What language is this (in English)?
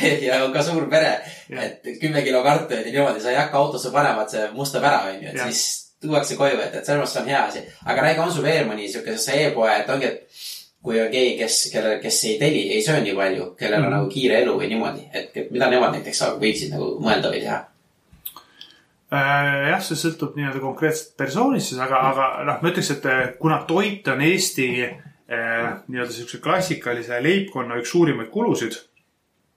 Estonian